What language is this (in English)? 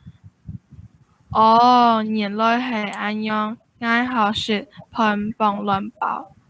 Hakka Chinese